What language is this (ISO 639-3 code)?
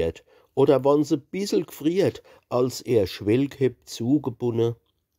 pfl